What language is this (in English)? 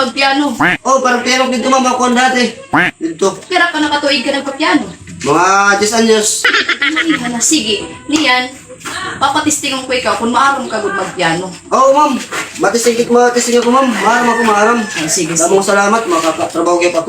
Waray